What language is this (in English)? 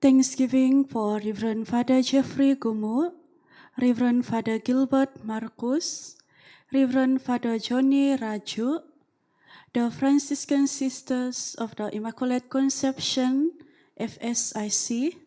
Central Dusun